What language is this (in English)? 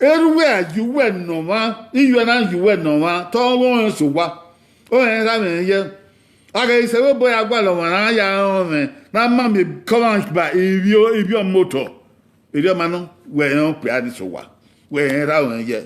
Bini